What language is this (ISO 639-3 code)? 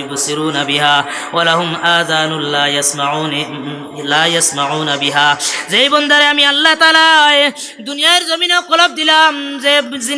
syl